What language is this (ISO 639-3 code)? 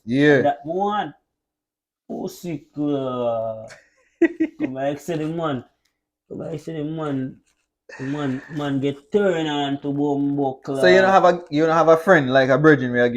jam